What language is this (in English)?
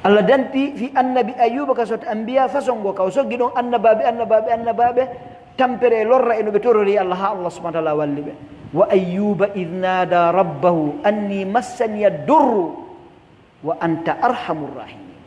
Pular